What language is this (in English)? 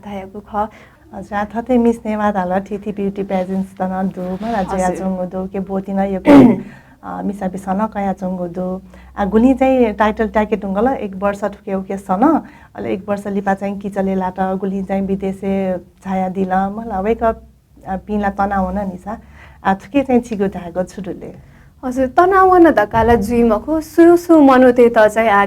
Newari